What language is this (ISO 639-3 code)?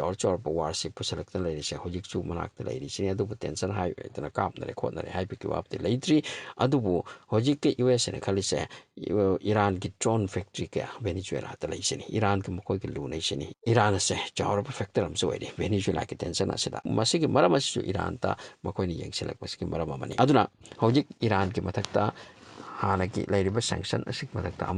mni